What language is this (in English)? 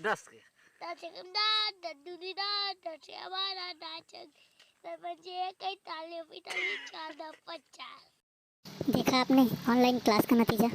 Chhattisgarhi